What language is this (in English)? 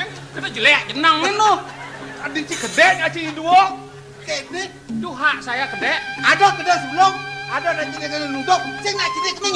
Balinese